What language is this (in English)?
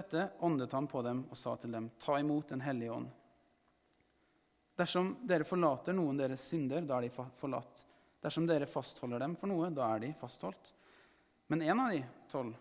Norwegian